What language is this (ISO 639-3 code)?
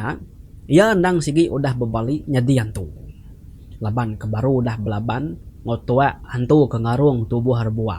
iba